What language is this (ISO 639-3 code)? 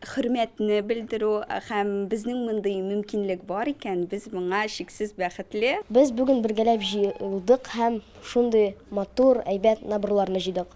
tat